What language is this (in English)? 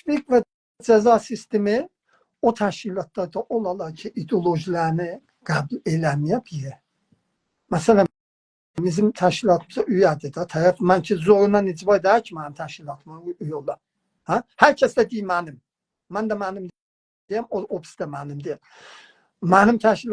South Azerbaijani